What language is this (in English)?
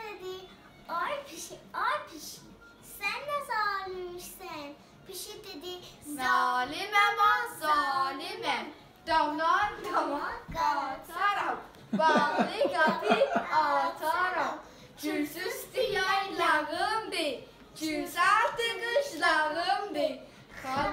South Azerbaijani